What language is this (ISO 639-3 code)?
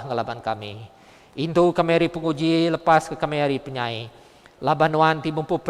iba